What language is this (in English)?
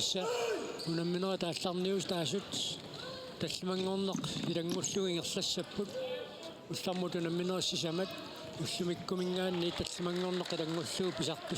Kalaallisut